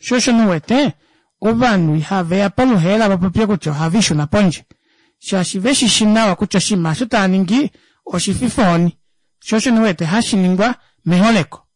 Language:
Kuanyama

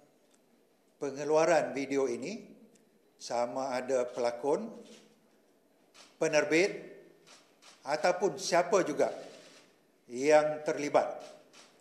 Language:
Malay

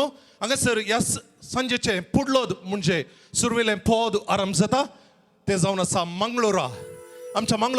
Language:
Konkani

